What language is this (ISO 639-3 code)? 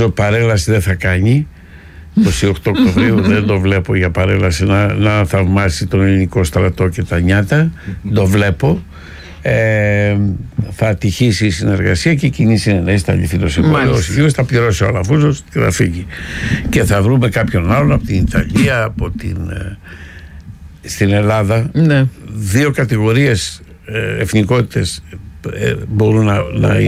ell